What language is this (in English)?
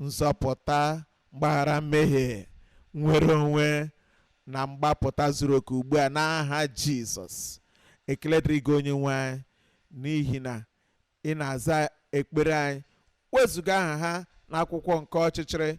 Igbo